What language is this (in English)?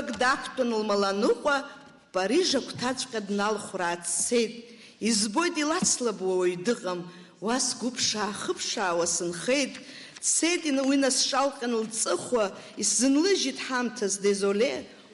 Abkhazian